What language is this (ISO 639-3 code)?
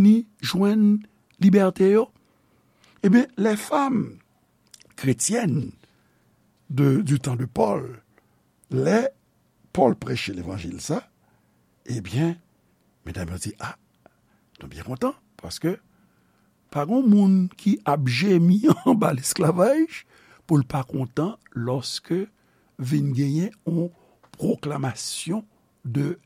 hat